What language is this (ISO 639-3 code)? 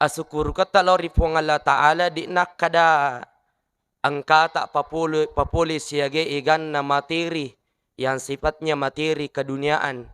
bug